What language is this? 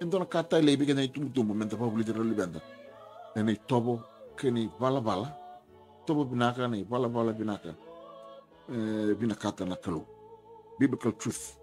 Fijian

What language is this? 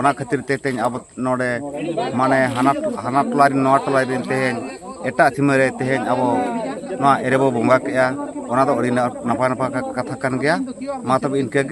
Santali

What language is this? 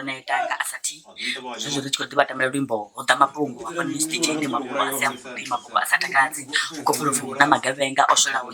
Venda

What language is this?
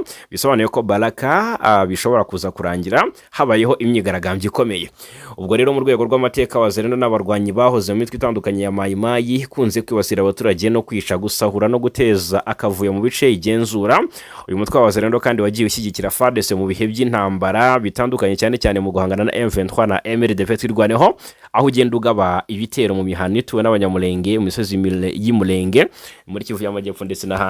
Kinyarwanda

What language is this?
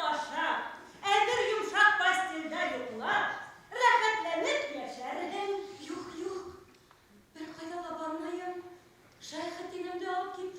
Bashkir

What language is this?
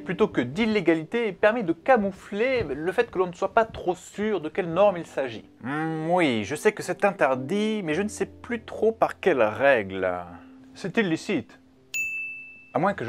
French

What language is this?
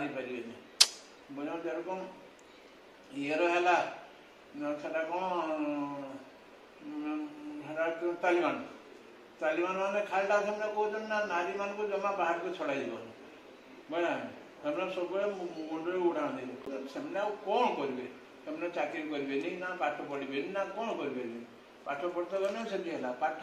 Odia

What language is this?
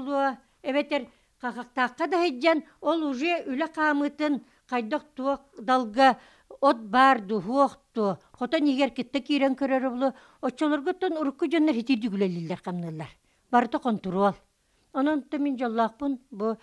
Yakut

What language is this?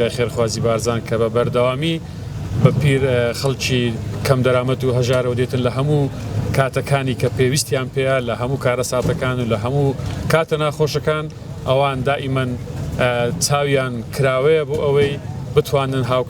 Central Kurdish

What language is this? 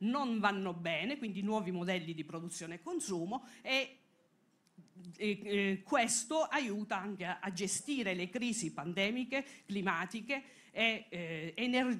Italian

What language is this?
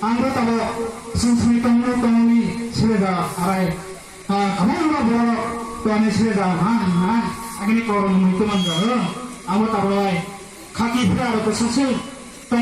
Kok Borok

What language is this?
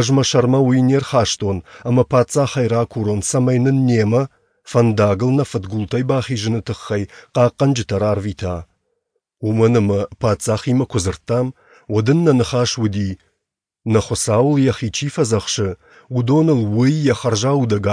Ossetic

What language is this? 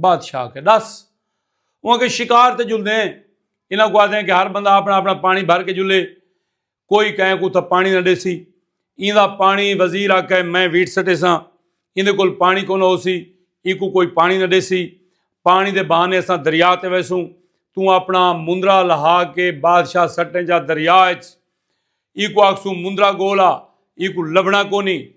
Saraiki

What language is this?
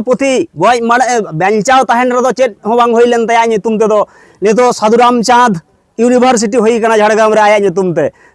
Santali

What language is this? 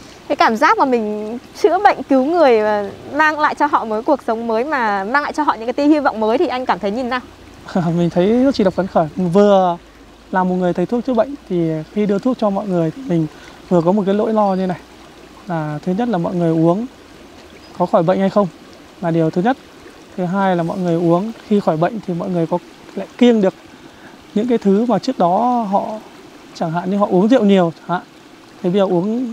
Vietnamese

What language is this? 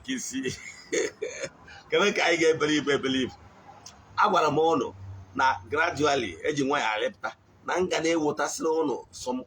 Igbo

